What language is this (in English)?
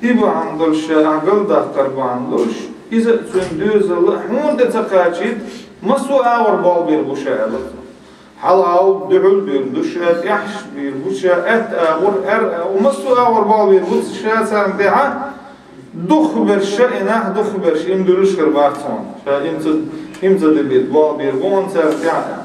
Chechen